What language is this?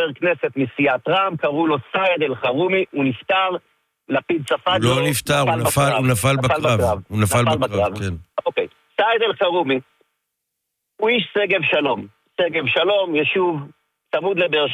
Hebrew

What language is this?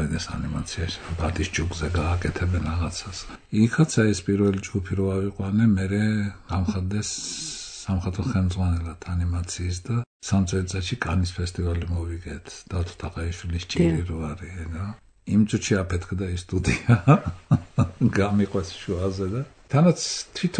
Georgian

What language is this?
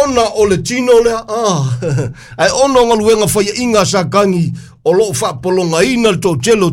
Samoan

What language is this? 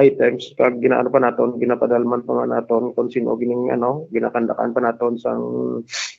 Hiligaynon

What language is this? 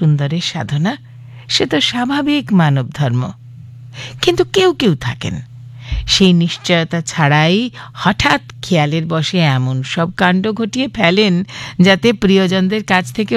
Bangla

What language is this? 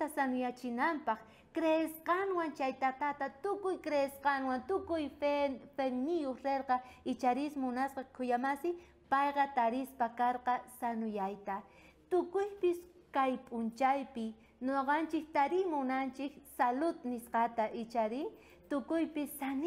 South Bolivian Quechua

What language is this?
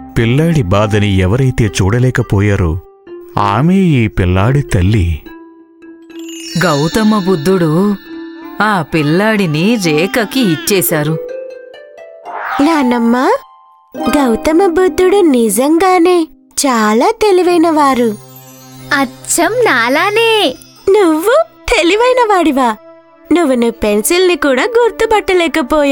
Telugu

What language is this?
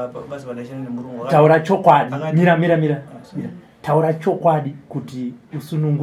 Shona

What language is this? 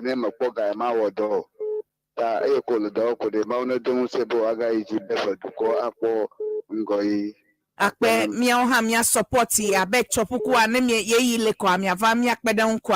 Ewe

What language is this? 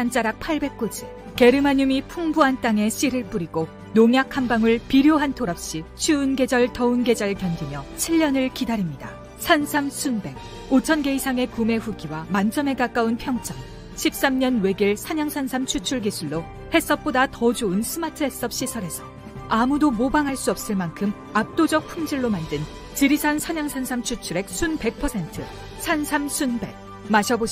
Korean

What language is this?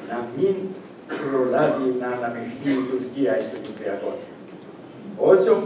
Greek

